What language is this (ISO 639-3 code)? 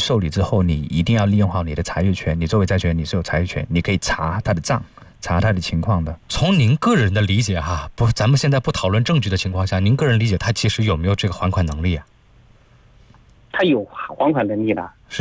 zho